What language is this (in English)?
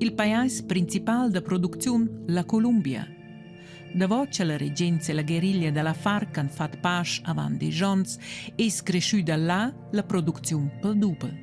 Romansh